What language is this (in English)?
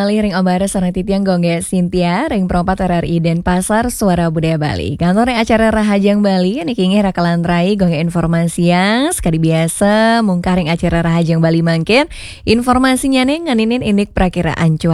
Balinese